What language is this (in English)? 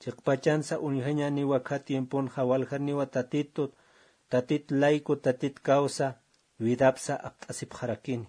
Aymara